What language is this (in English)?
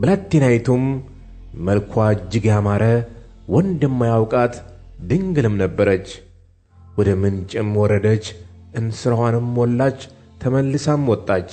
Amharic